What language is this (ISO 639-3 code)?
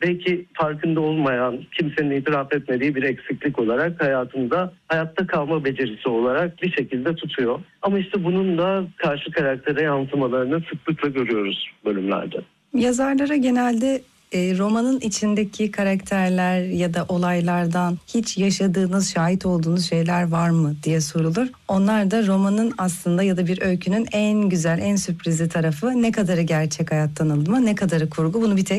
tur